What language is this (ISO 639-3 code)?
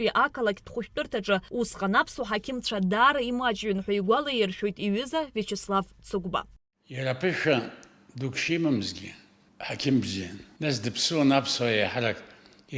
abk